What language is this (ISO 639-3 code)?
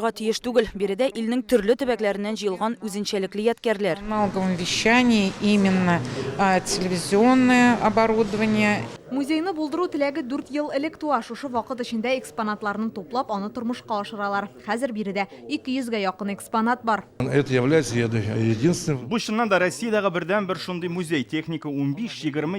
tat